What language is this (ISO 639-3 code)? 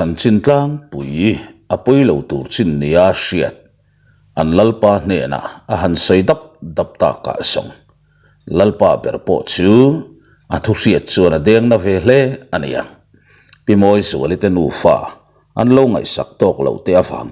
lus